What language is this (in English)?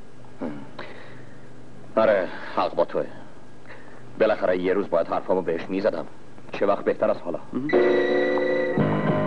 Persian